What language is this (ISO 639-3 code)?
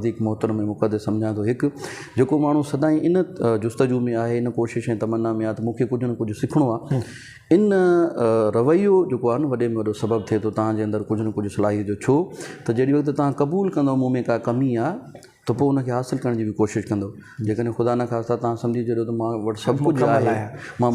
snd